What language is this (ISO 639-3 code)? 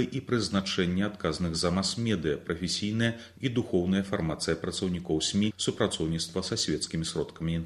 bel